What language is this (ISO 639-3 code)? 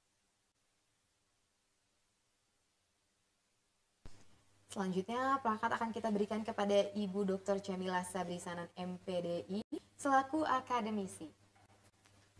ind